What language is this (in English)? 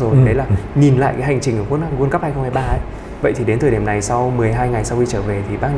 Vietnamese